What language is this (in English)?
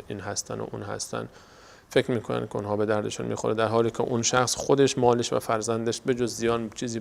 Persian